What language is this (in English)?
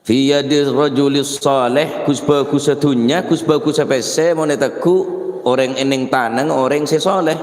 Madurese